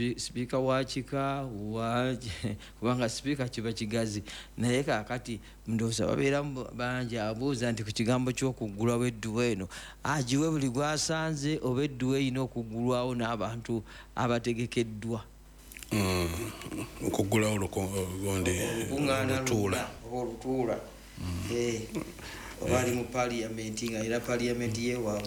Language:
Ganda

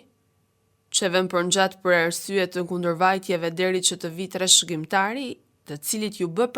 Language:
Albanian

